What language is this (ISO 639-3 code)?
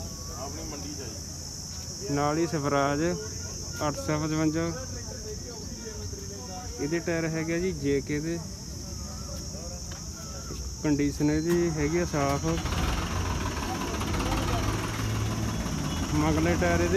pan